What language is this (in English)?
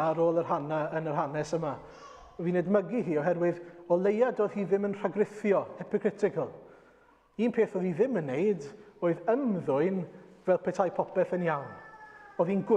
Welsh